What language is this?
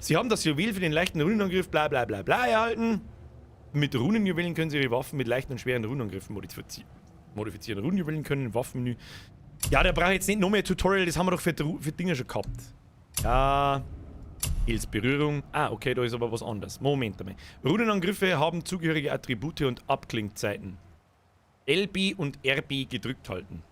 Bavarian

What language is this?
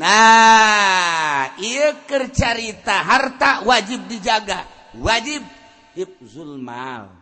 Sundanese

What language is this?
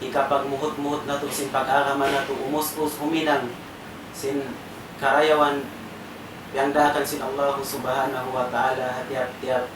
Tausug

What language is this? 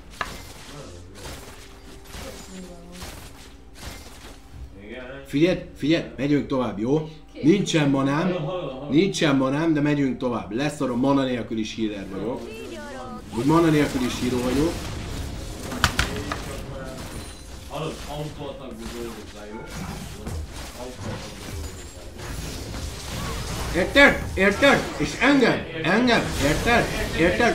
Hungarian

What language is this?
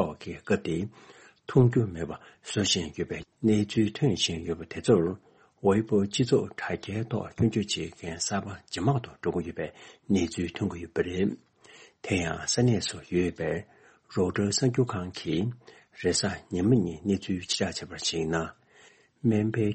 Tibetan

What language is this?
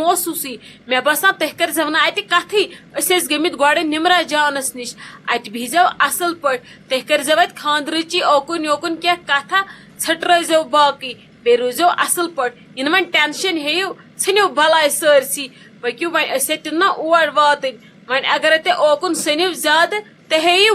Kashmiri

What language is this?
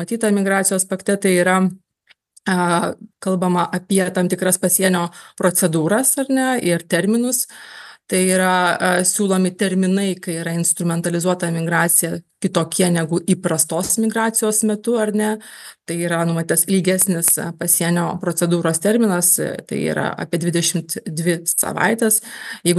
Lithuanian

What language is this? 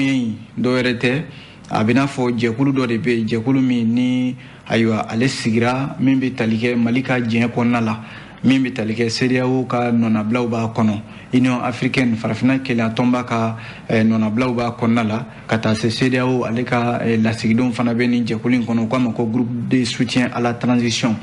Bambara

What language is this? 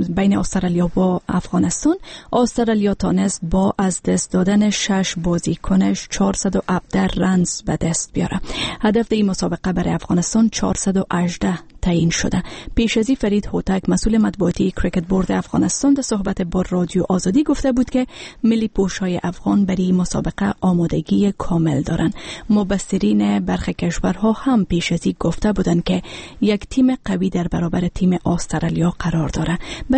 Persian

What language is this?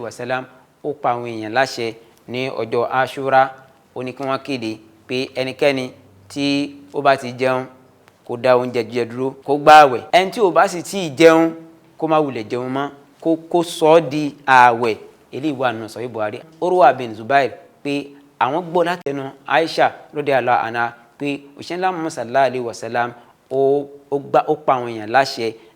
Yoruba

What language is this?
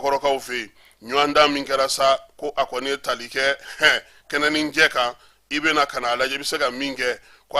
Bambara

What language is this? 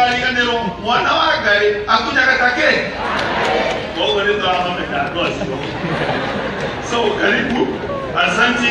Swahili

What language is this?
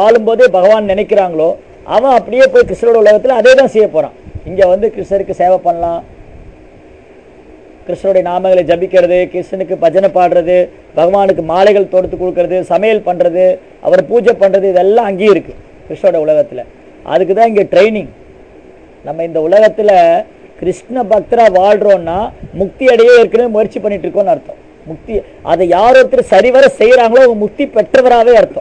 Tamil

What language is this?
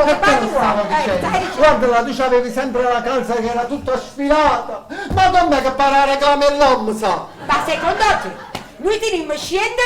Neapolitan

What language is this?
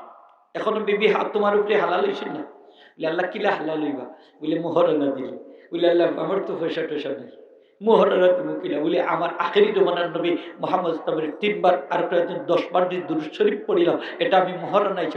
Sylheti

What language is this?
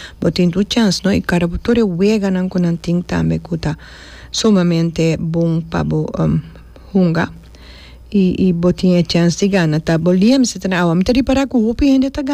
Papiamento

